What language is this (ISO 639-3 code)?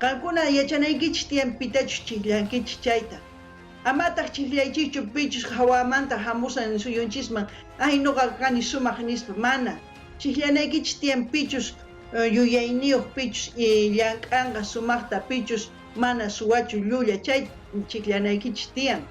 quh